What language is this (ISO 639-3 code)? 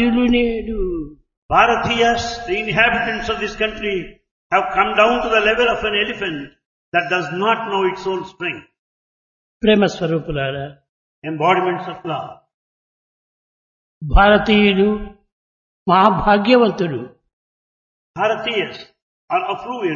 tel